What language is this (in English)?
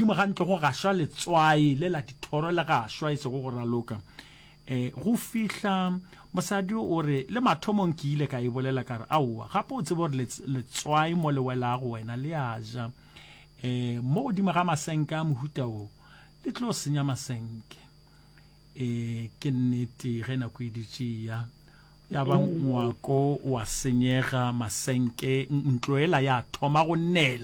Northern Sotho